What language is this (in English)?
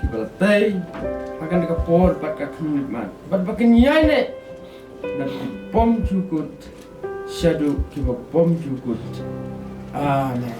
Khasi